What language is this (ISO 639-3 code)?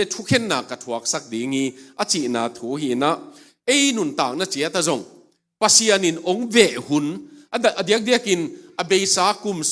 ctd